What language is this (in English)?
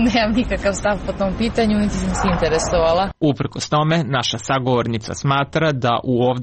Serbian